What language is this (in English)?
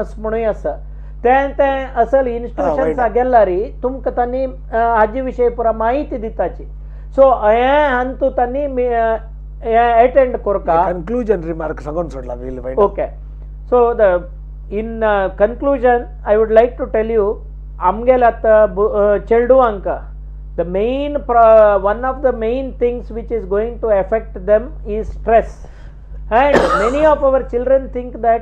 Konkani